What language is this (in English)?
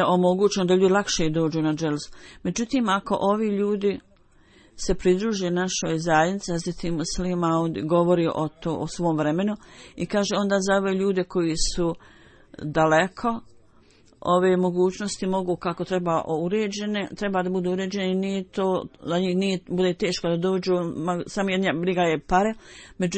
Bosnian